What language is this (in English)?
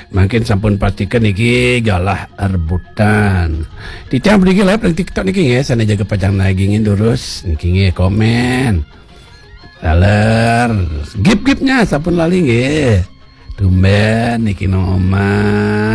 Balinese